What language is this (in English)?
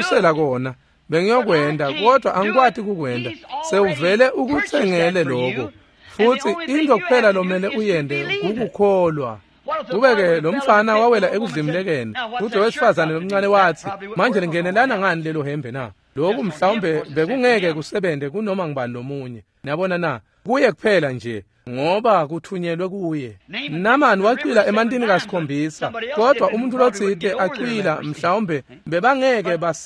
Swati